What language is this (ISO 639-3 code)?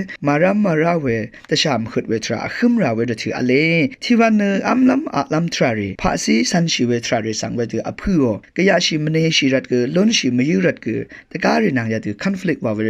raw